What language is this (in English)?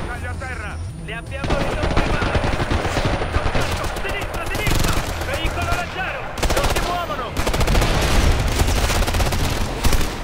Italian